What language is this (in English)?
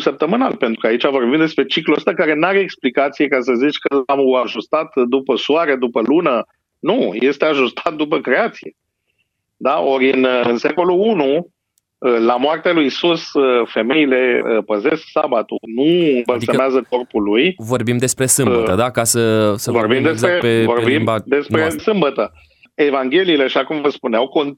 Romanian